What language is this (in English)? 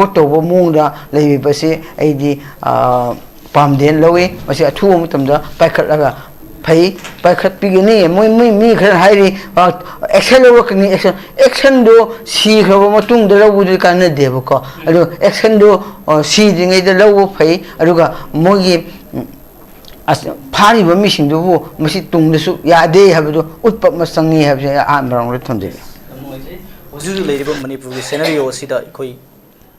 Manipuri